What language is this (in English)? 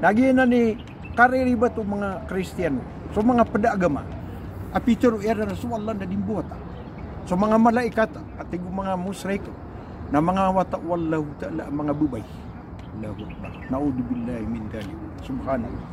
Maranao